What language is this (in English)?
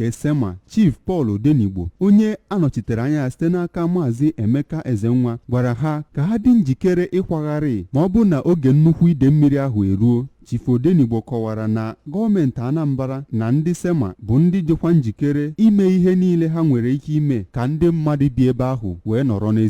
Igbo